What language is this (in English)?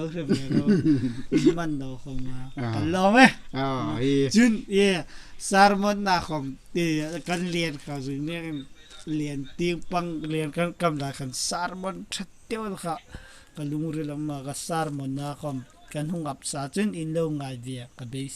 Hmar